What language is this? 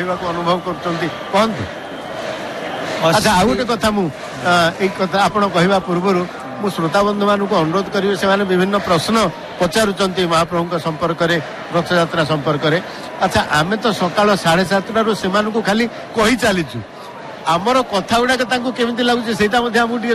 Odia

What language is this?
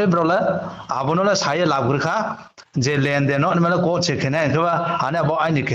Riang (India)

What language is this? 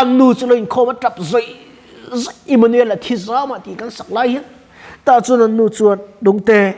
Mizo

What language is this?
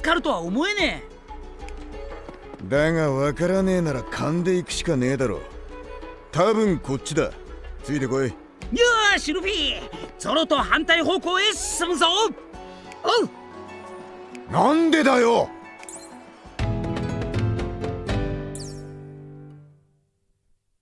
Japanese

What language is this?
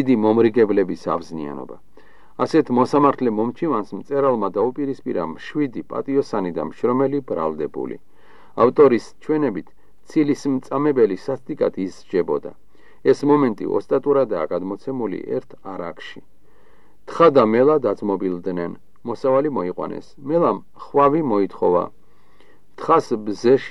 Georgian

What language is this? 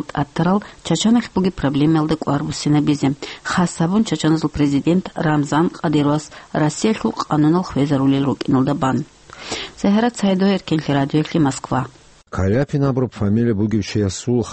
Avaric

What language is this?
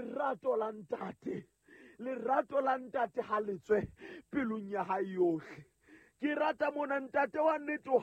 Southern Sotho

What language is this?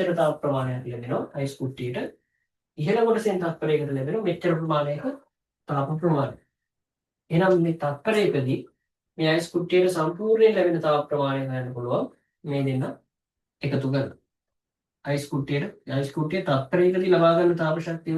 Sinhala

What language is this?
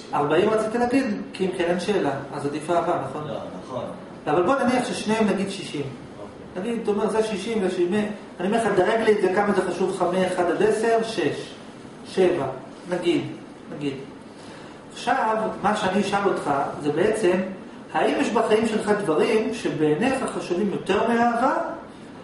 Hebrew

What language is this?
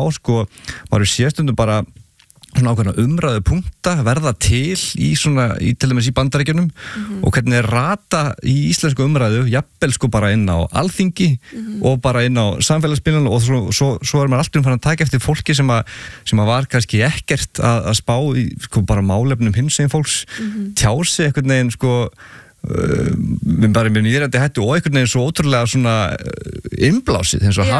Icelandic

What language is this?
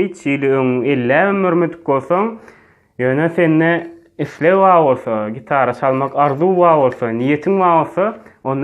Turkmen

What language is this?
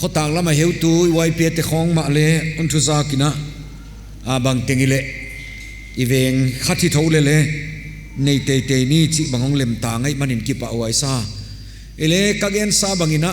Paite Chin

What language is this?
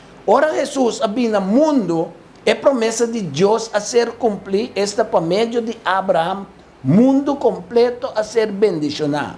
Papiamento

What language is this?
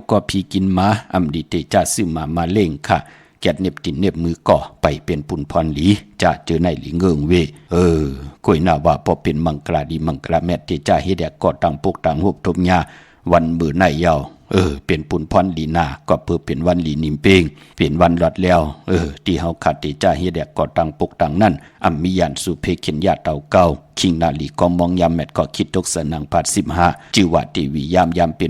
Shan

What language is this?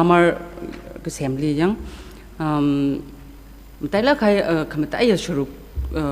Tangkhul Naga (India)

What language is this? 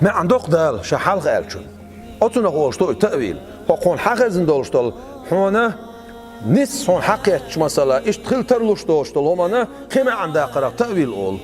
Chechen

